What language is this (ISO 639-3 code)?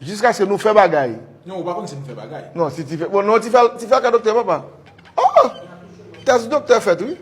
hat